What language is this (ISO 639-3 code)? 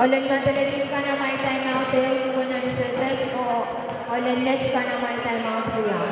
pon